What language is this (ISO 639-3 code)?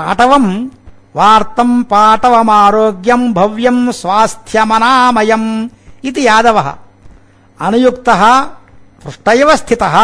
san